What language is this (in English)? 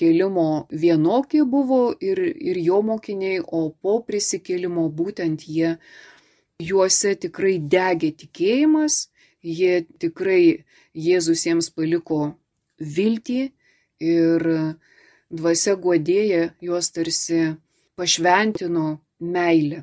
Lithuanian